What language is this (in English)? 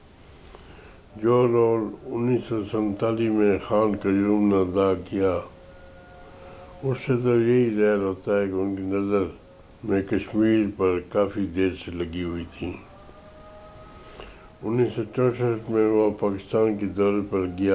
Urdu